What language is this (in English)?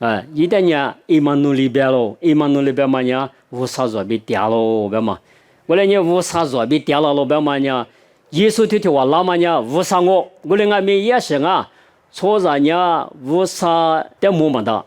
Lisu